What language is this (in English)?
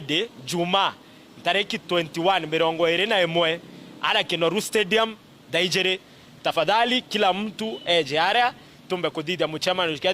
Meru